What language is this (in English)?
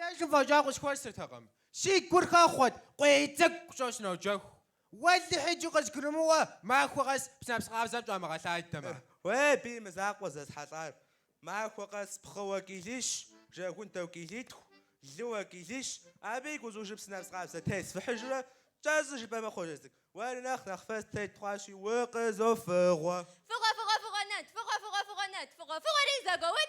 Kabardian